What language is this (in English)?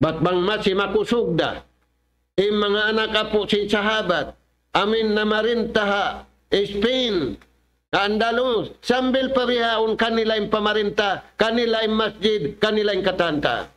Tausug